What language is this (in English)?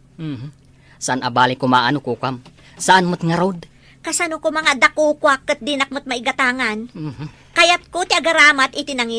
Iloko